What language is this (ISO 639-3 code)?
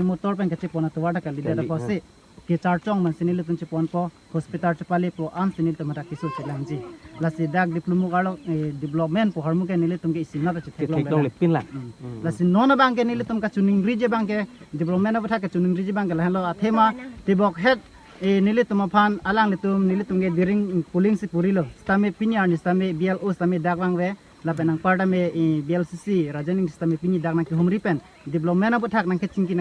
mjw